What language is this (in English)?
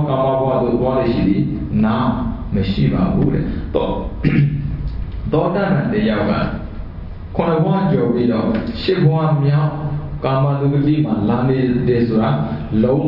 Burmese